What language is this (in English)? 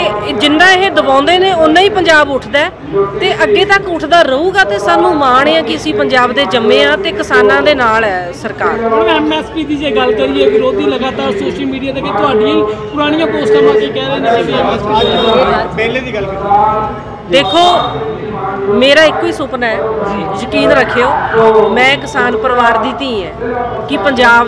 Punjabi